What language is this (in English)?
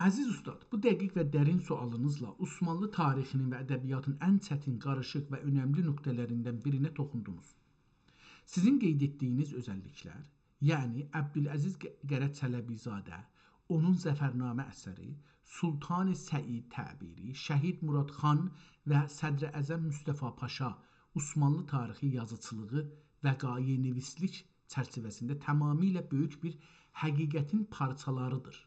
South Azerbaijani